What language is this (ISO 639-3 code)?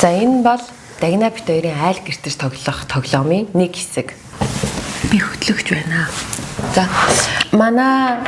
mon